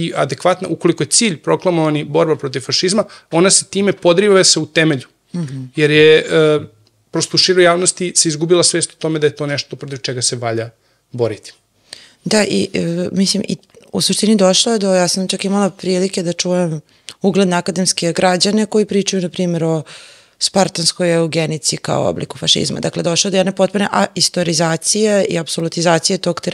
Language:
Serbian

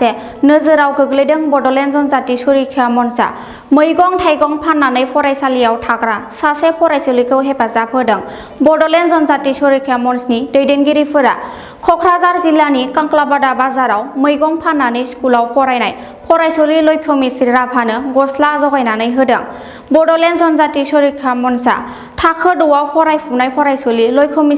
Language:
Bodo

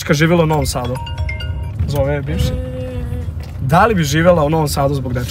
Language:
Serbian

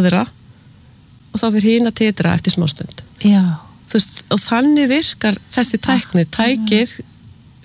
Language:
Icelandic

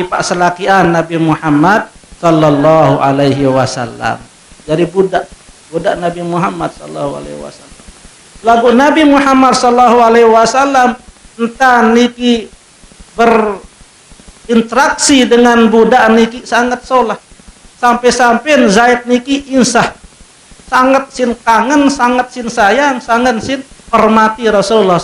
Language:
Sasak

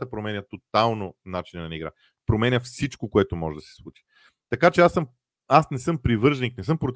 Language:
Bulgarian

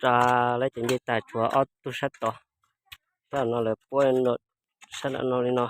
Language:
Hmong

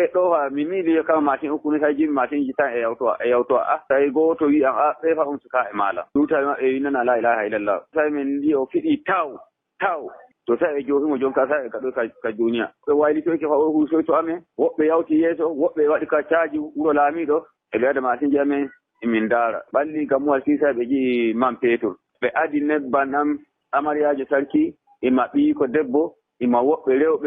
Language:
Fula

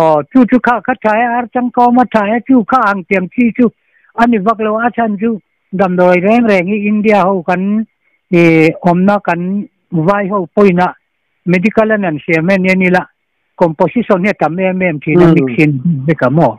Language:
Mizo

